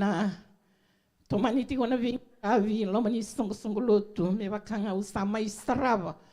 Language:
Fijian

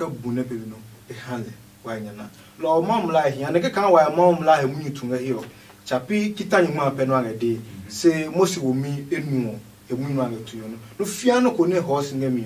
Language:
Adangme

